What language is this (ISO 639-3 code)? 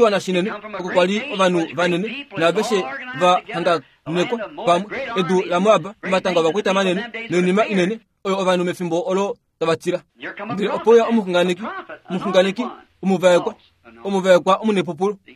kua